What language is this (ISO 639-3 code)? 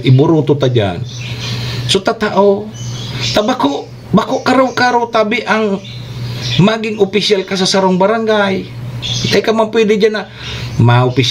bik